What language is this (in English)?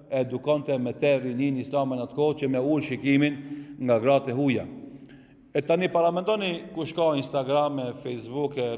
Albanian